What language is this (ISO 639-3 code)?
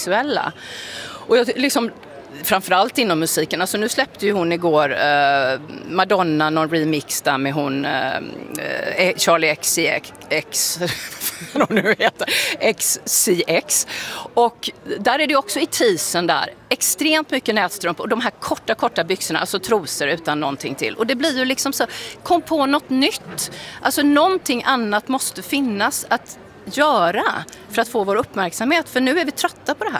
swe